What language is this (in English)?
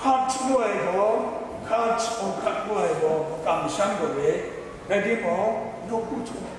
Kachin